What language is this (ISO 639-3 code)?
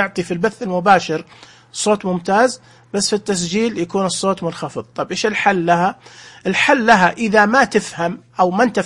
ars